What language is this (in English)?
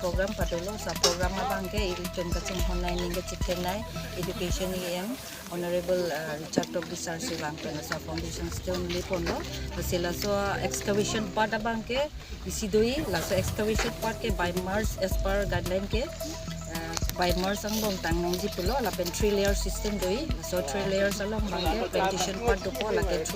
Karbi